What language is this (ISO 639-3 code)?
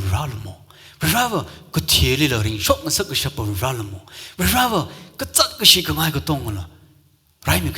nmf